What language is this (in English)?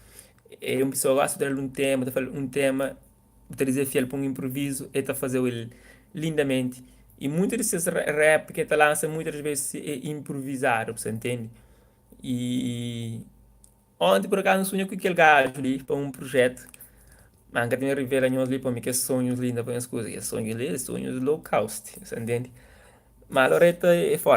Kabuverdianu